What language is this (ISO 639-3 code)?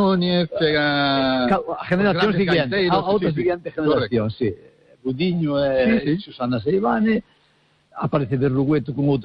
glg